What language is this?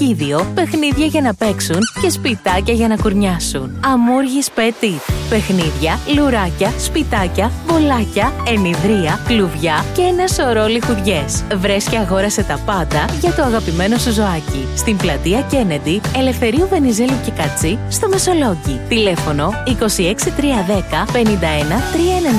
Greek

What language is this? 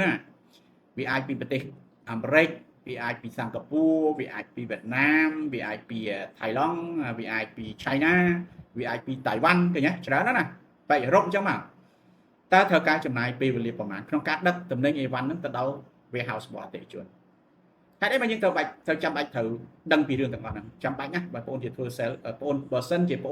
Khmer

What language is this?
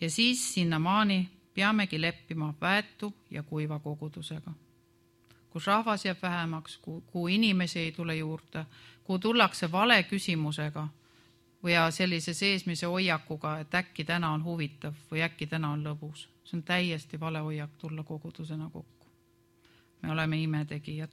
Estonian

